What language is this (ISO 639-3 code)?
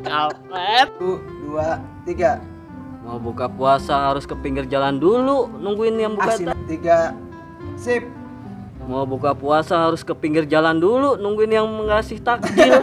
bew